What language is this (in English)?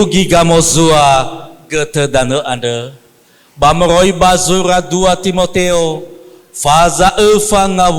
Nias